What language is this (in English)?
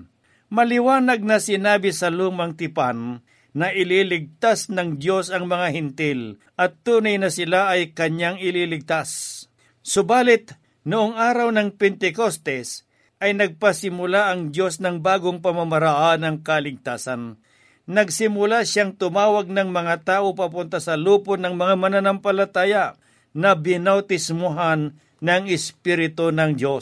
Filipino